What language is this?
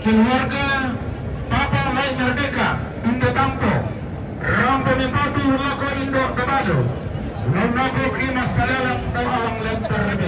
Toraja-Sa'dan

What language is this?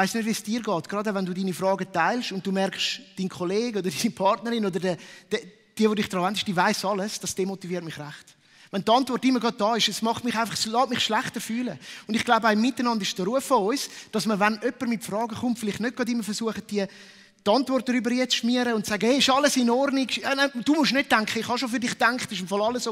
Swiss German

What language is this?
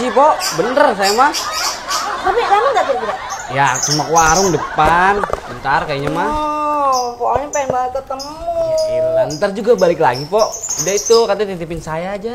Betawi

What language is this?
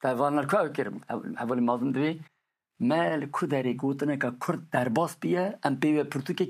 Kurdish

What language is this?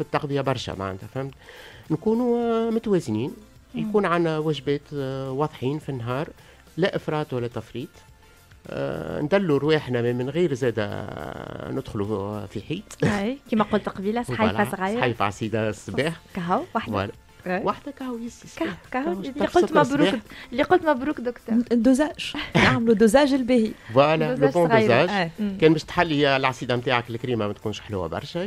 Tunisian Arabic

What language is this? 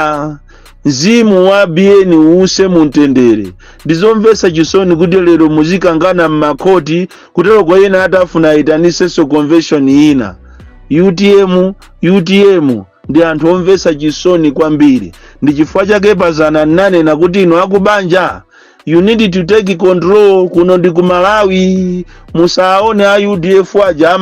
Nyanja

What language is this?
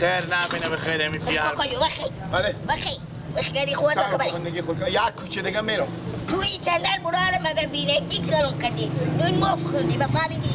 Persian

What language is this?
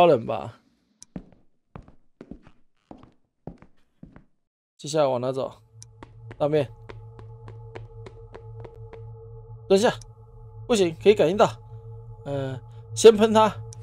Chinese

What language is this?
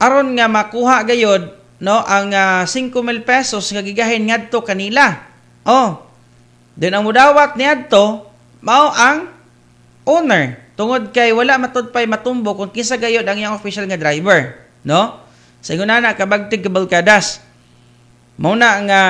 Cebuano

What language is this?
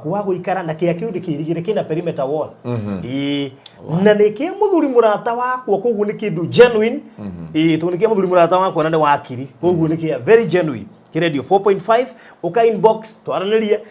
Kikuyu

